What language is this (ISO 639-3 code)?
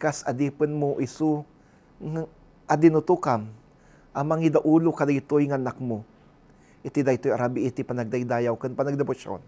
ilo